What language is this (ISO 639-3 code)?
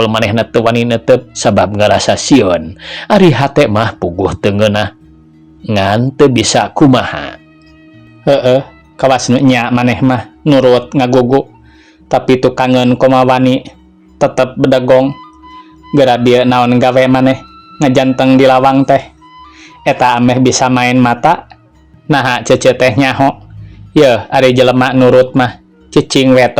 sun